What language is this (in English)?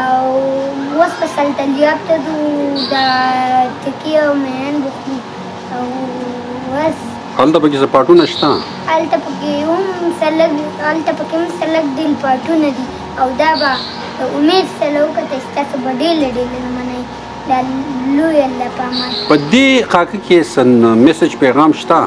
Pashto